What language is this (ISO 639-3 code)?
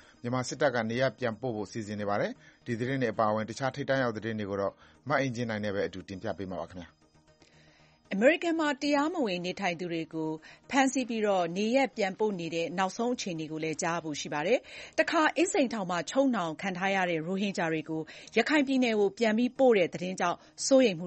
mya